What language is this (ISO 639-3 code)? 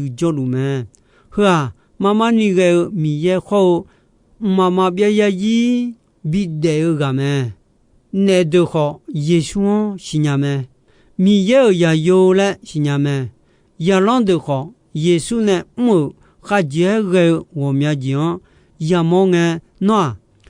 ahk